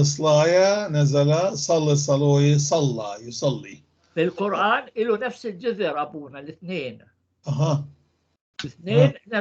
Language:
North Levantine Arabic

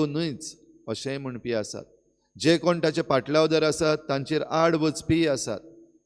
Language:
Konkani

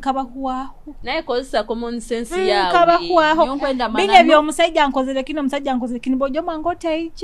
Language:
Nyoro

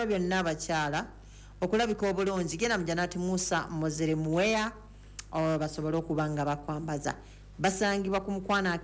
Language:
Ganda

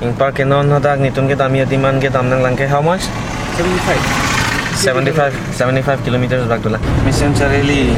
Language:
Karbi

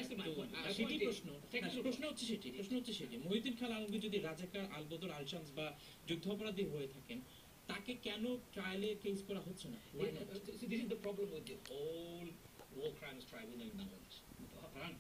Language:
Bangla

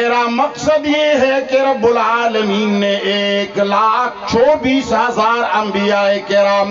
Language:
Urdu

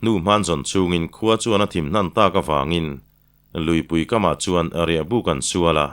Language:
Mizo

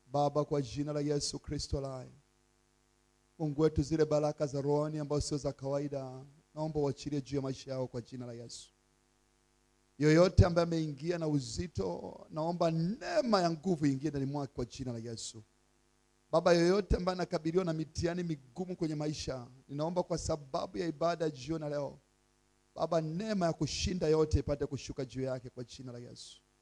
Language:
Swahili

